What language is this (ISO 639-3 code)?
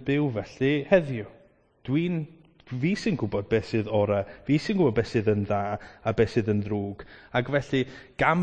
cym